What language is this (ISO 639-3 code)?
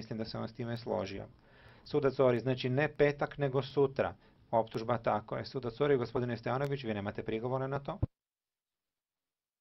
hrv